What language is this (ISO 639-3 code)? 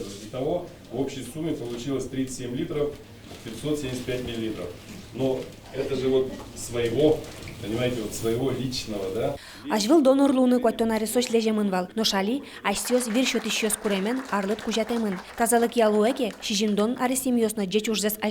udm